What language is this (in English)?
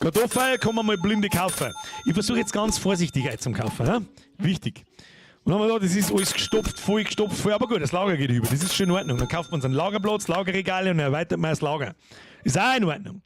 Bavarian